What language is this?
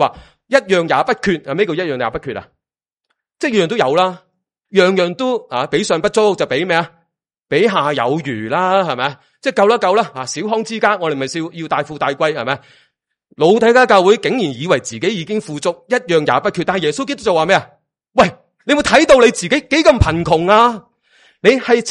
Cantonese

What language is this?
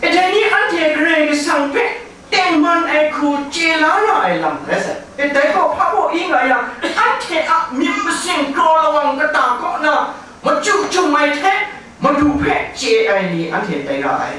Kachin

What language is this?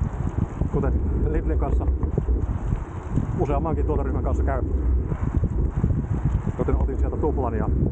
Finnish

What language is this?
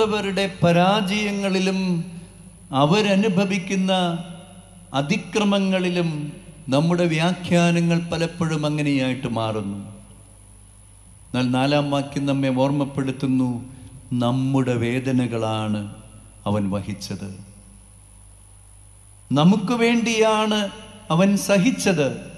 Malayalam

